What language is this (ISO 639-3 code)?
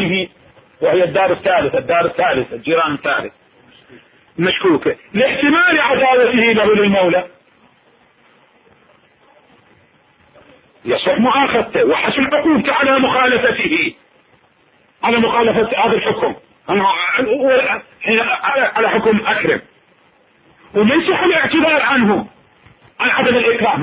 ara